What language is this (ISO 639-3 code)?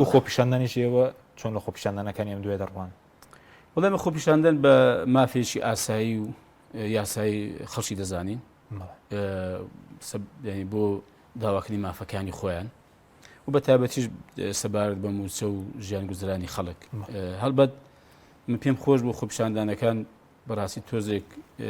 ckb